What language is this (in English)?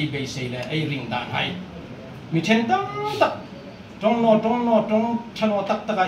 Hmar